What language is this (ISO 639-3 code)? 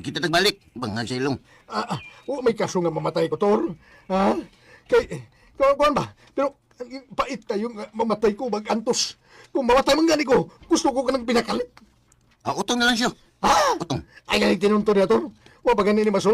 ceb